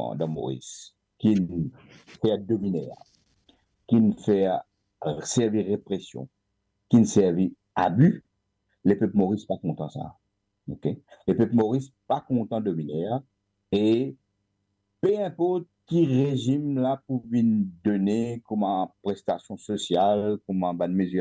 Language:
Morisyen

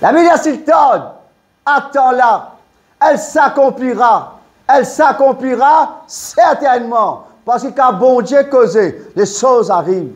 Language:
Morisyen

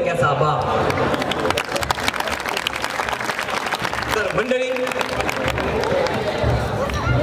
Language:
Marathi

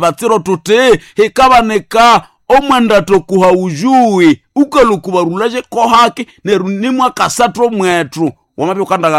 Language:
Nande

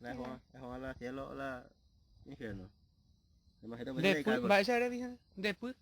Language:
Guarani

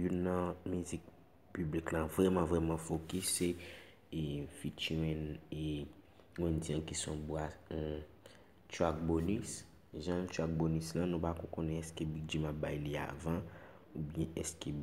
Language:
Haitian Creole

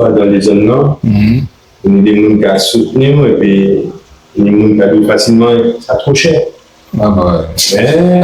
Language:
Guadeloupean Creole French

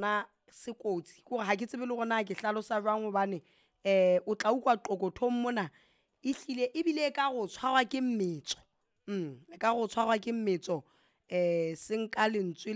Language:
Southern Sotho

